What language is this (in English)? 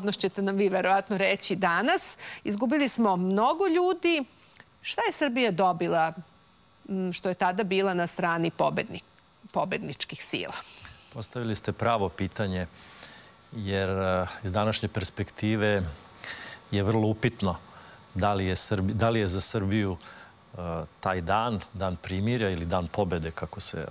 Serbian